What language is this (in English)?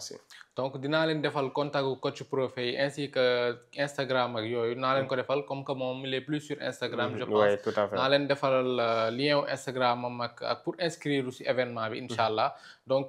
Wolof